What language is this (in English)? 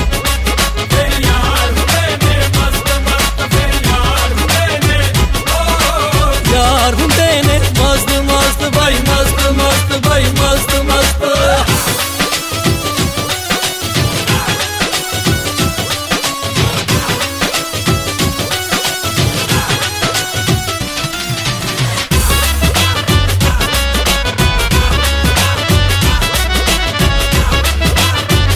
Punjabi